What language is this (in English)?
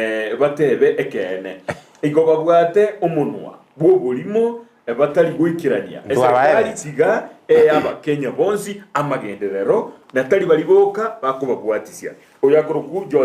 Gusii